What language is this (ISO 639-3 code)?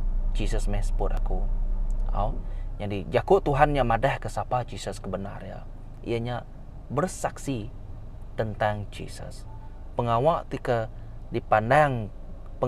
iba